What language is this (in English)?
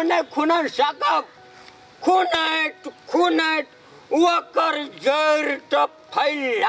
Maithili